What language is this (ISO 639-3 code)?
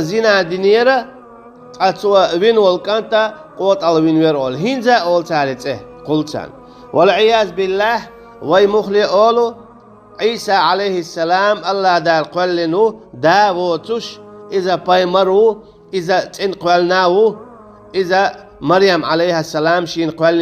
che